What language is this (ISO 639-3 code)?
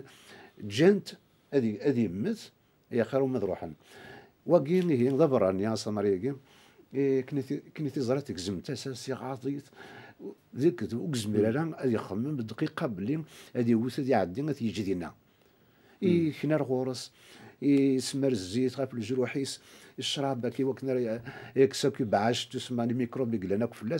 kab